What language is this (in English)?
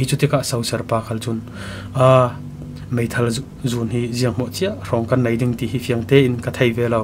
Falam Chin